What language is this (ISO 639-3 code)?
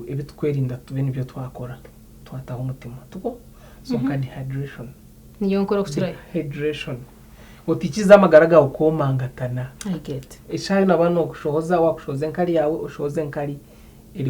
nyn